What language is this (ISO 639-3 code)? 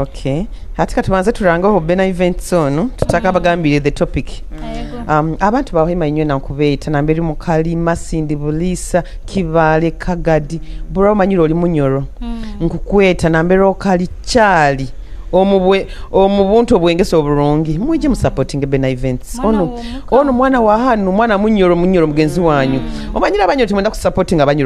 nyo